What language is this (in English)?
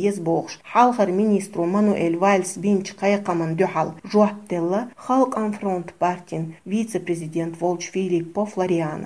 Chechen